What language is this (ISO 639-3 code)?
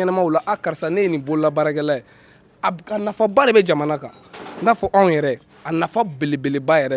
bam